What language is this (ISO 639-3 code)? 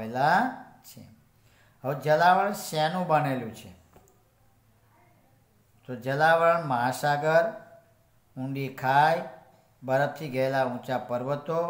guj